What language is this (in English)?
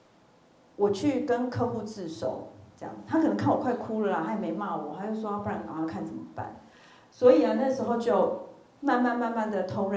Chinese